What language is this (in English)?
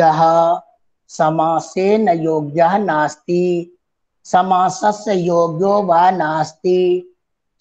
Sanskrit